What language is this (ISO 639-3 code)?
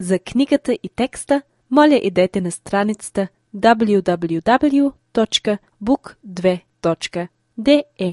bul